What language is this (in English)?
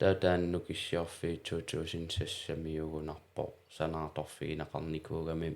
Kalaallisut